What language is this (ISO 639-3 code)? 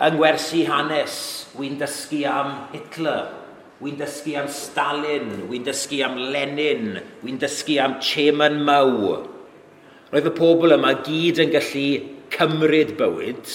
cym